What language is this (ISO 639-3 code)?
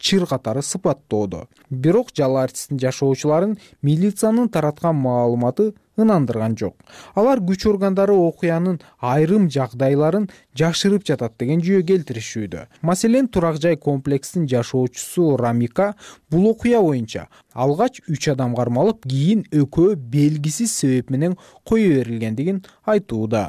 kir